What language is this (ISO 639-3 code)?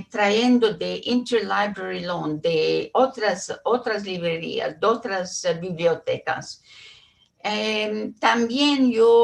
lad